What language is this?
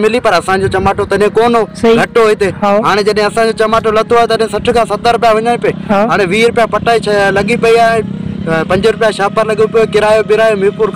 Sindhi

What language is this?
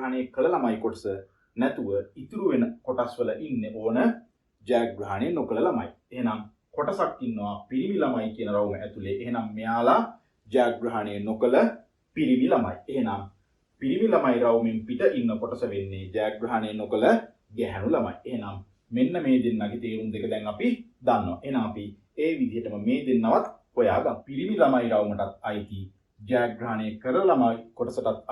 Sinhala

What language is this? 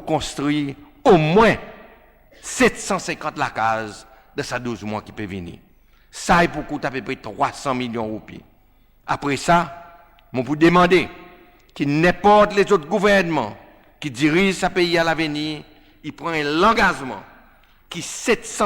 Seselwa Creole French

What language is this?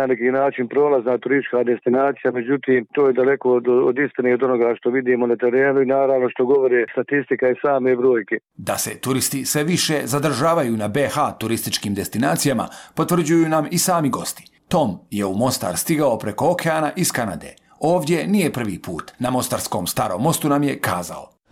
Bosnian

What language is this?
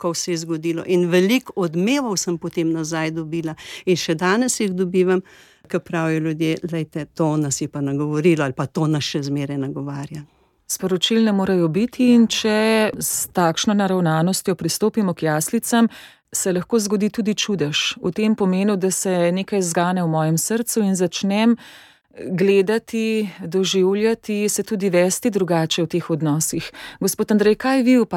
Slovenian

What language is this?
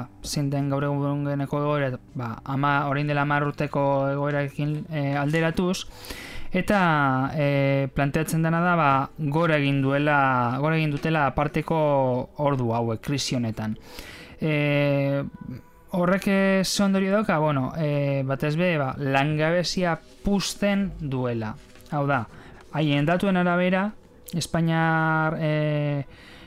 Basque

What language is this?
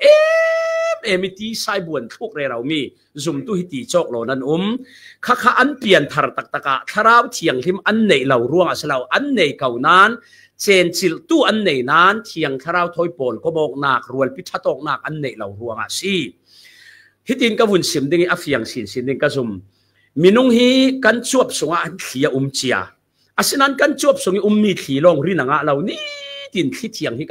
Falam Chin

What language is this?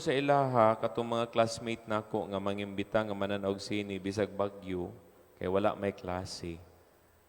Cebuano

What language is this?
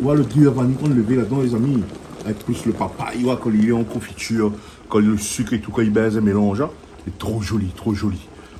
Réunion Creole French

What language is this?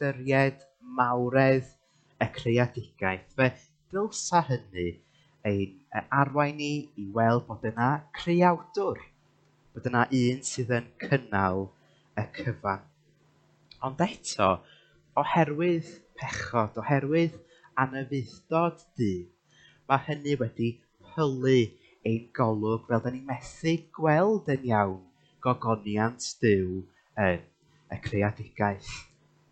Welsh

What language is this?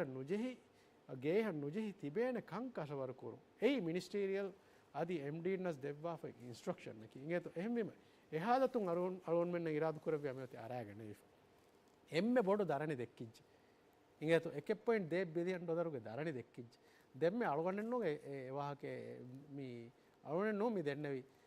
Divehi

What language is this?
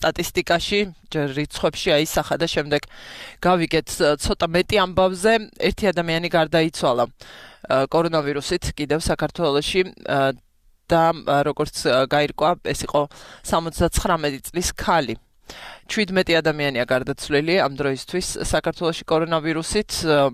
Georgian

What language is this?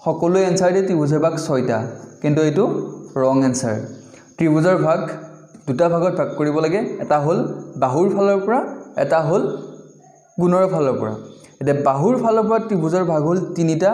Assamese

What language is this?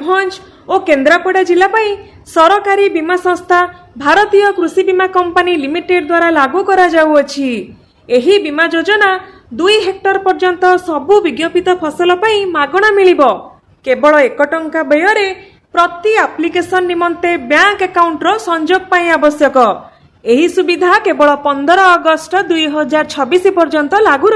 Odia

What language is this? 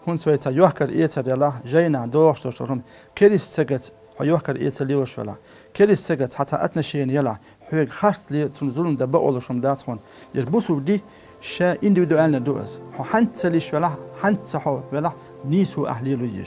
Chechen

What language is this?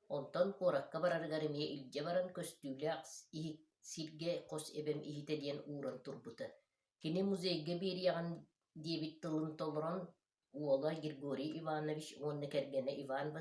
Yakut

